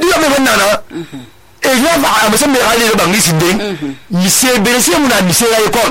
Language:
Susu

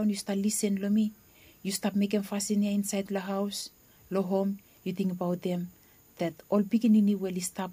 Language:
Bislama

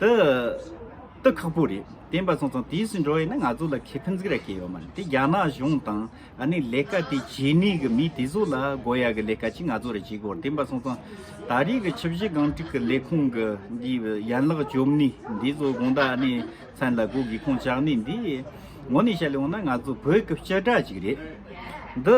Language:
Tibetan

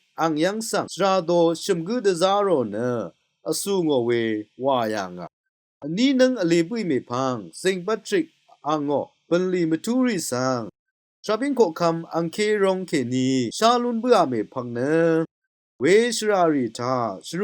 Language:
Rawang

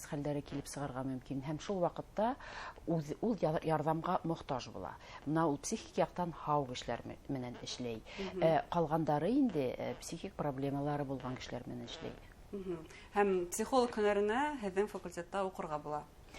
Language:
Bashkir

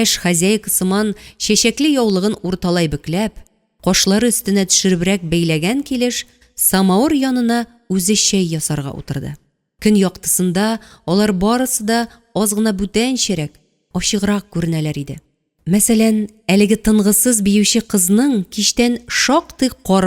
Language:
Tatar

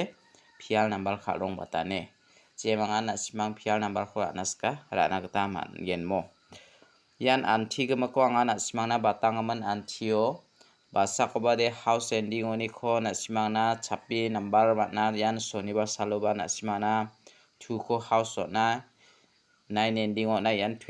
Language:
Garo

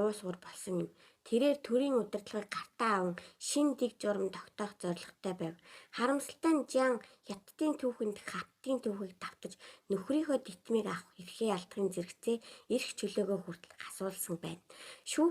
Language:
Mongolian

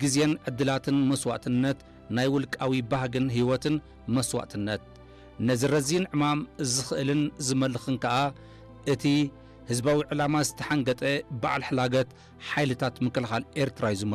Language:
Tigrinya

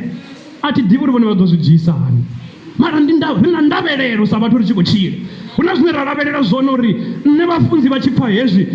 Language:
Venda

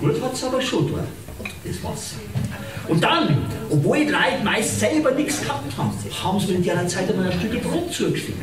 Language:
Bavarian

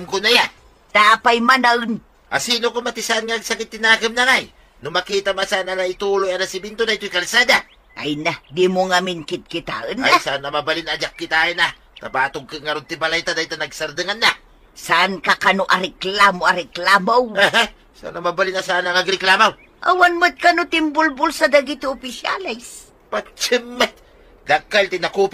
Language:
Iloko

